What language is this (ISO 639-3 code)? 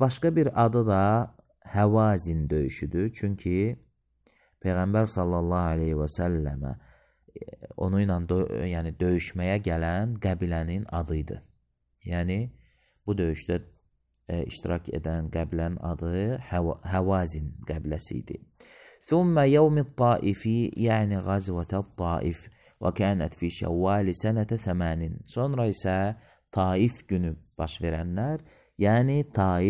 aze